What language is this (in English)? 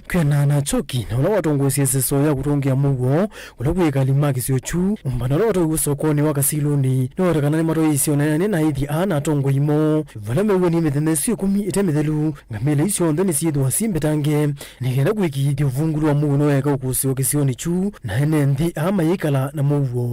Kamba